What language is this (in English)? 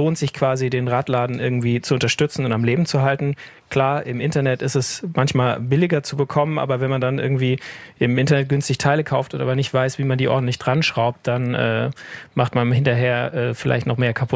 German